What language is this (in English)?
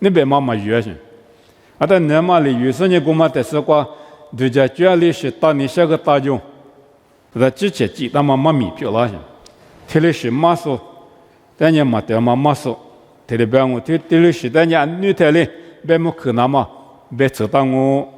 Lisu